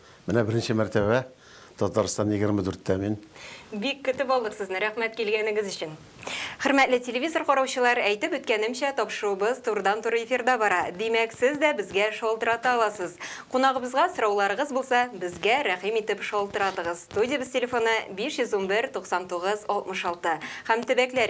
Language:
Tatar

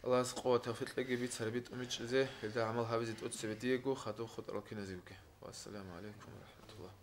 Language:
Avaric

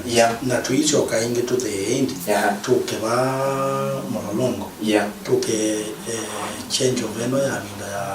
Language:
Kamba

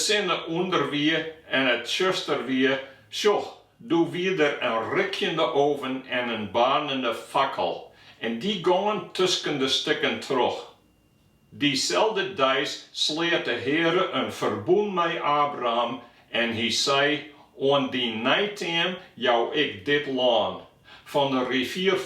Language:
Western Frisian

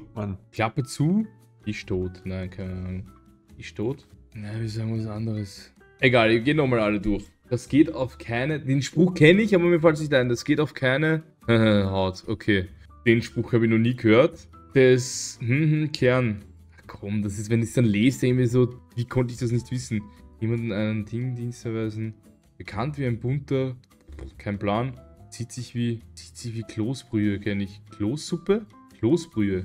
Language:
German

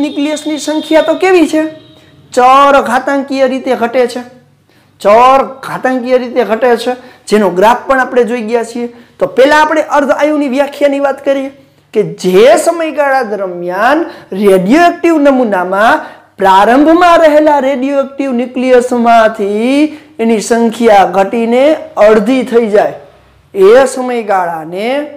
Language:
Gujarati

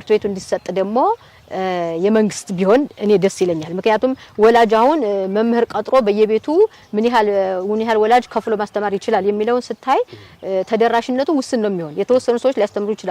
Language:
Amharic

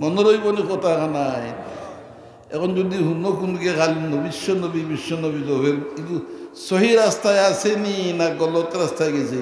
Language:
Sylheti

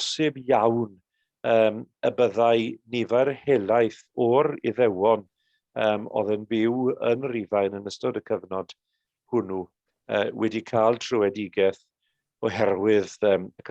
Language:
Welsh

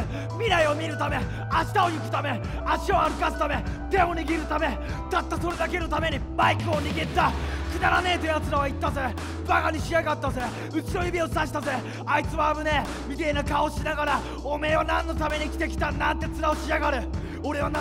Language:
Japanese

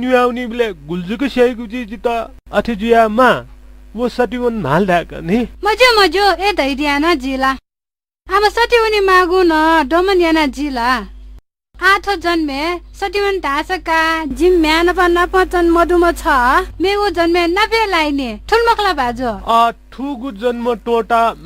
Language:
Newari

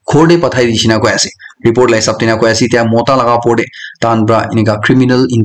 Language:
Naga Pidgin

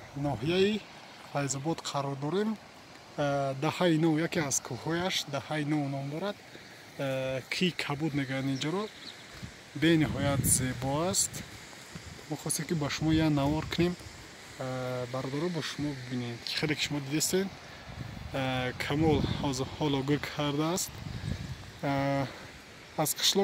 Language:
Tajik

